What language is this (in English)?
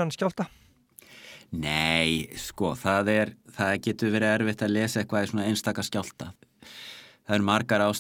Icelandic